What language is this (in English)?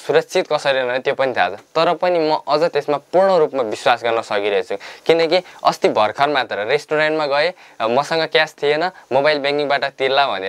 Nepali